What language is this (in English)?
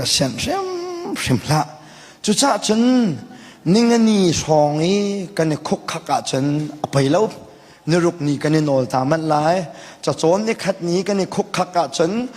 Hakha Chin